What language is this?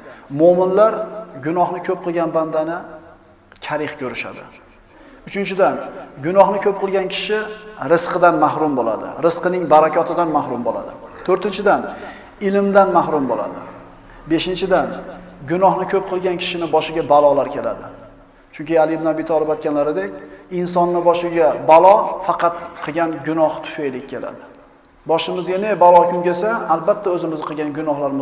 Uzbek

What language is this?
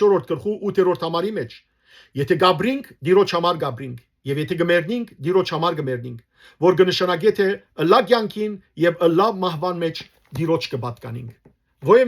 Western Armenian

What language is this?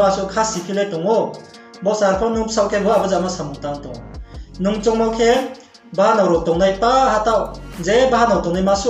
Riang (India)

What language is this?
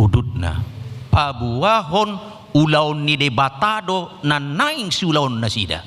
Batak Toba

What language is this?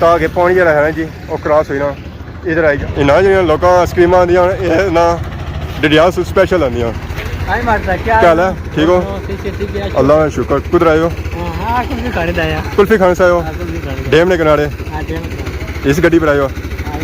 Pahari-Potwari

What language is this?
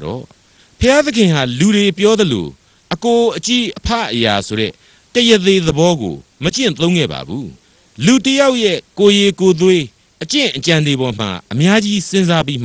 Burmese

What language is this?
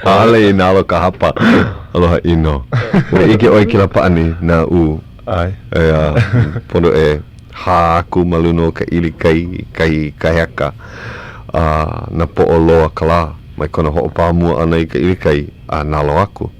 Hawaiian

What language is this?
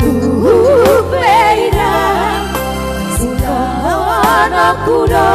Batak Toba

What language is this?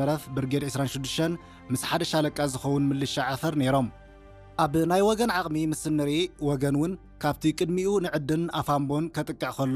Tigrinya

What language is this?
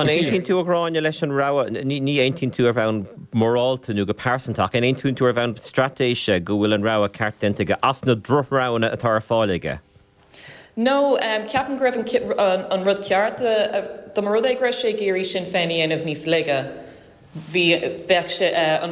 Irish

